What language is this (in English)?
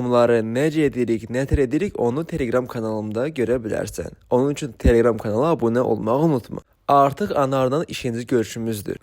Azerbaijani